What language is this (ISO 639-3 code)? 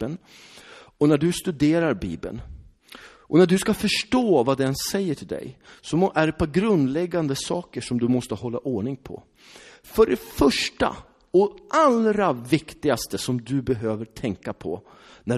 swe